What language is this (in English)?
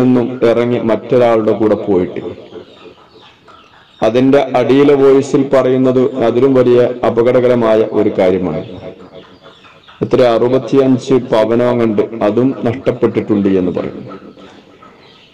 Malayalam